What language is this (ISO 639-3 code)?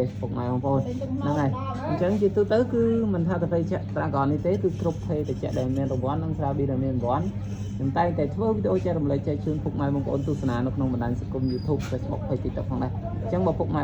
khm